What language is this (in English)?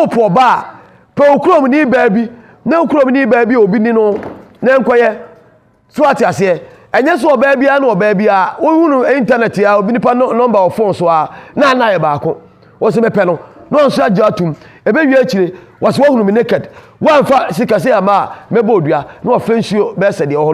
Akan